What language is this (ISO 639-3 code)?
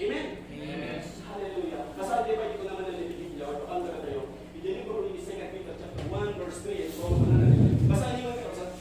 ilo